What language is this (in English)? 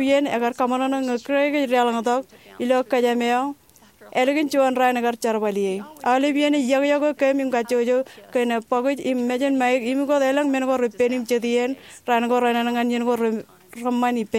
Marshallese